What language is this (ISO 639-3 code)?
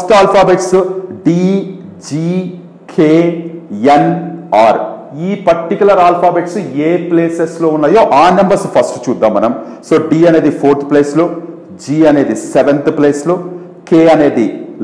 tel